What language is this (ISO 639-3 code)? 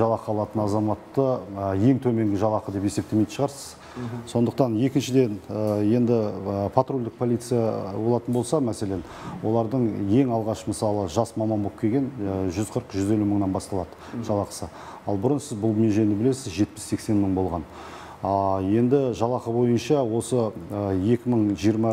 kaz